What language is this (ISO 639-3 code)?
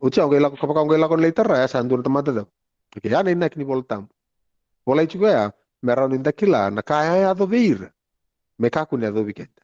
fij